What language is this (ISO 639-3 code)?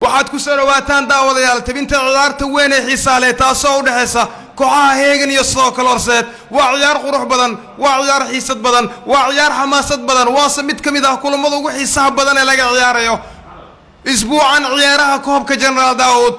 som